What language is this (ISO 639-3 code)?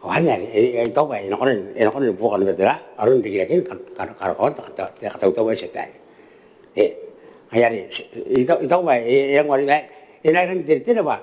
gil